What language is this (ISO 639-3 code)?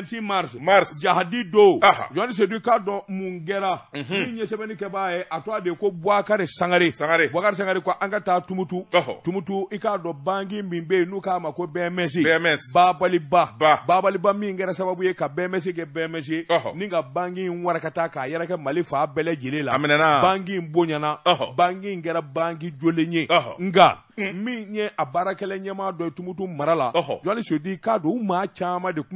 bam